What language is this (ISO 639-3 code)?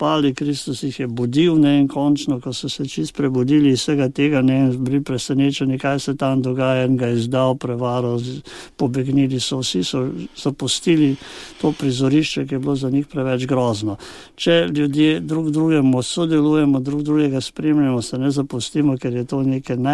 slv